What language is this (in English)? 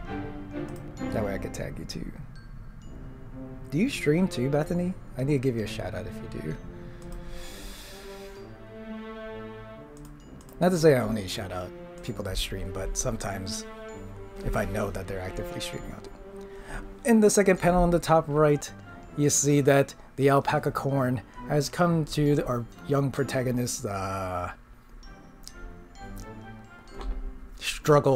English